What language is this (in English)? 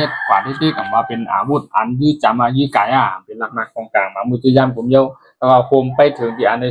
Shan